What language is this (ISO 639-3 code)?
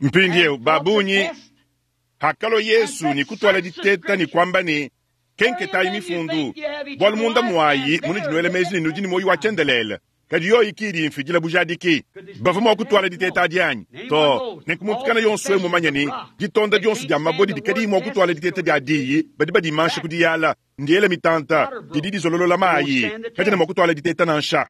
lua